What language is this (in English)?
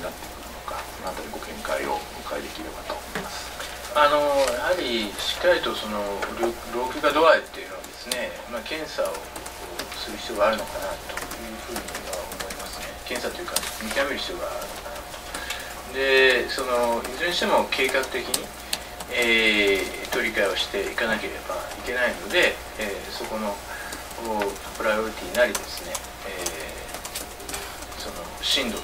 Japanese